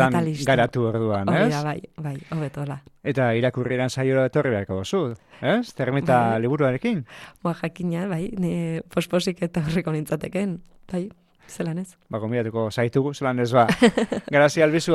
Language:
Basque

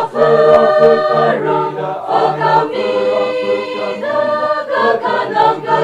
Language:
Tangkhul Naga (India)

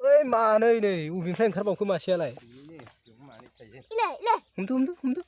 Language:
Bodo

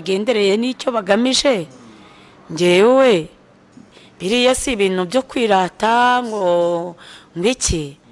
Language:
Kinyarwanda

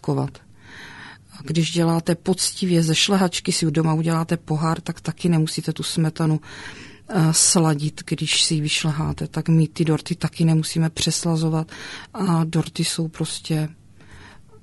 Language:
Czech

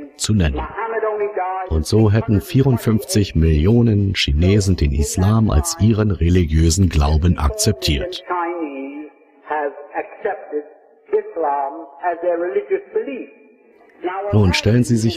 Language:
German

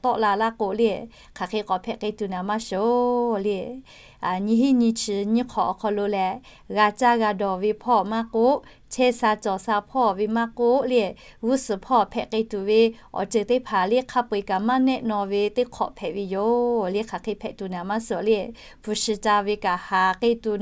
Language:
Lahu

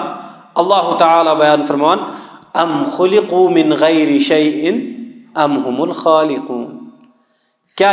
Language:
Kashmiri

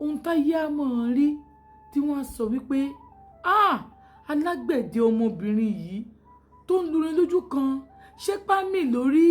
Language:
Yoruba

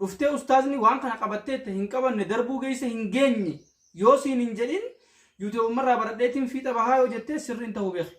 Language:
Oromo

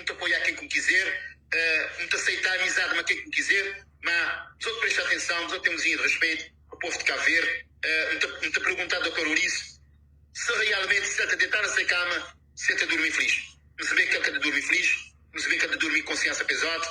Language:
Kabuverdianu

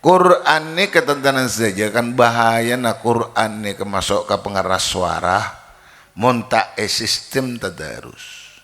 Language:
Madurese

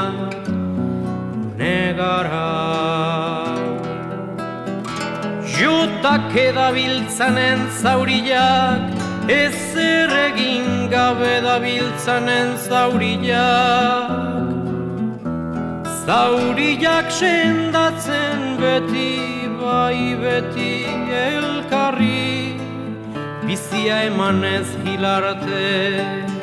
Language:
Basque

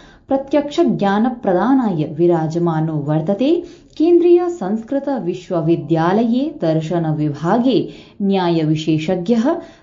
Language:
Sanskrit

